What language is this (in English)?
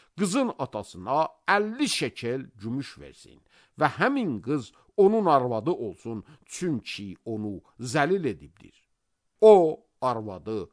Azerbaijani